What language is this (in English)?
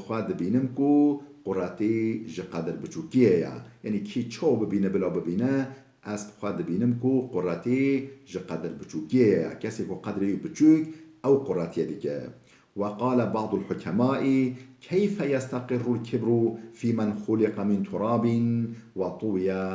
Kurdish